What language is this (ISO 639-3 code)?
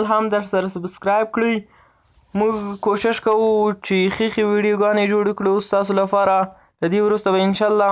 pus